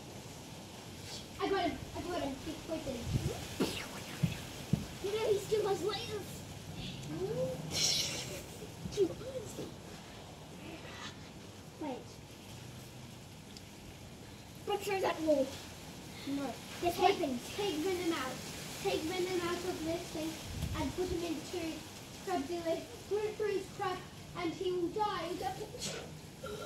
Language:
English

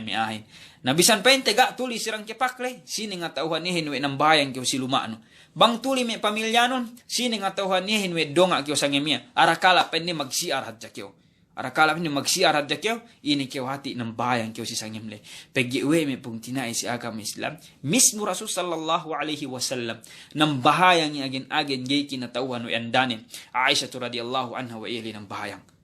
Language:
Yakan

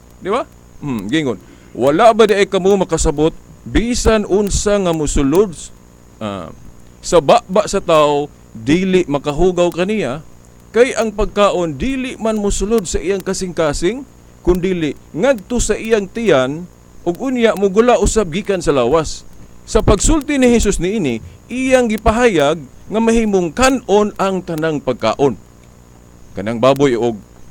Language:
Cebuano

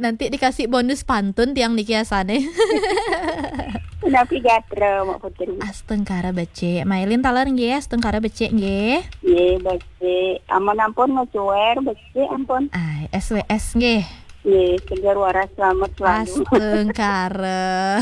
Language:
Balinese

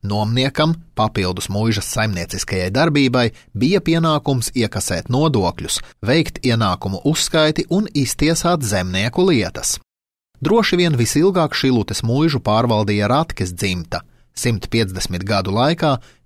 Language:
Latvian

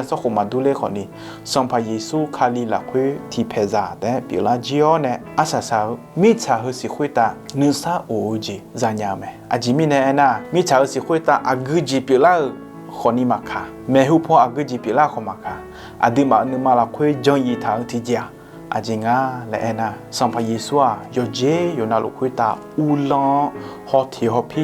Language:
Akha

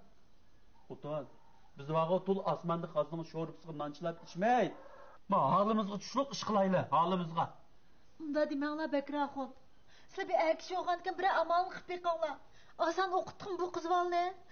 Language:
Uyghur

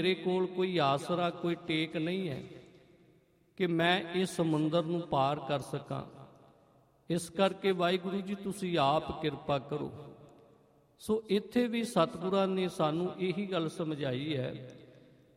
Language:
Punjabi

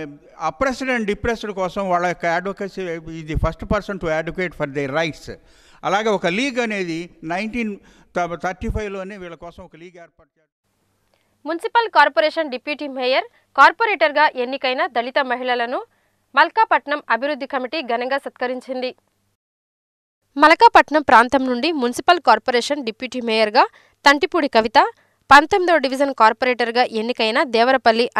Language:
Telugu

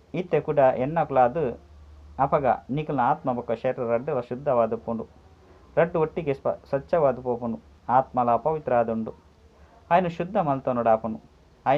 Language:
Tulu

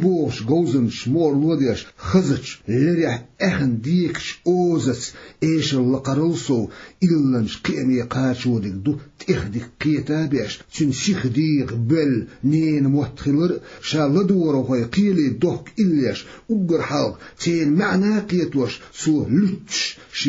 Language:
Chechen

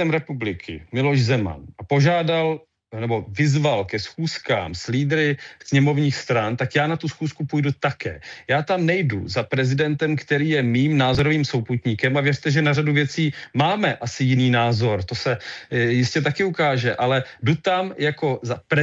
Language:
Czech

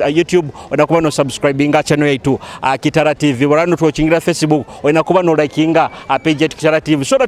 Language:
Nyoro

